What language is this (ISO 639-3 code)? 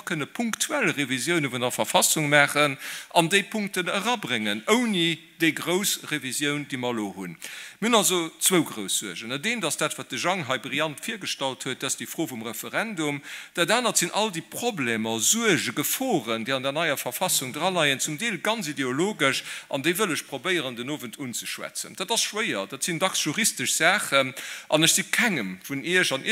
ltz